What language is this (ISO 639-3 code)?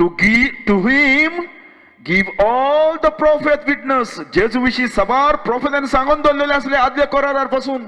kok